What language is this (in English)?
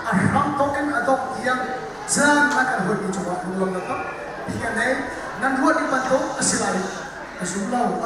Hakha Chin